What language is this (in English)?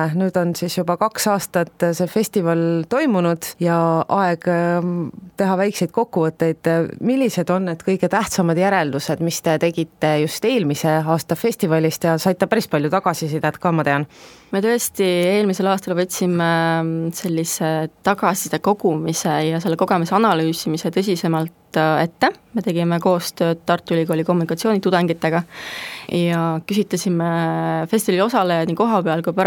Estonian